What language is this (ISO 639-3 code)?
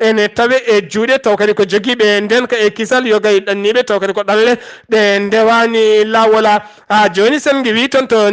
ful